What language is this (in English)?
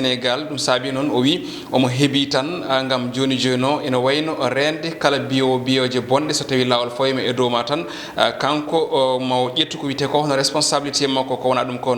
Fula